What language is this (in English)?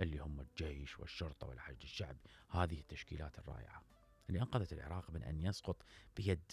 Mesopotamian Arabic